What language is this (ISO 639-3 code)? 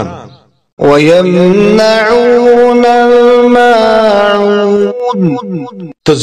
kas